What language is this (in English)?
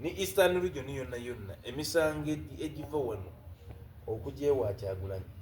Soga